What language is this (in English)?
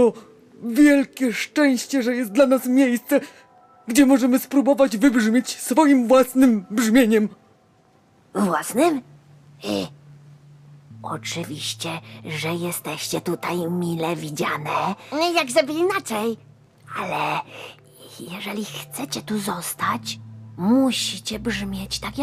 Polish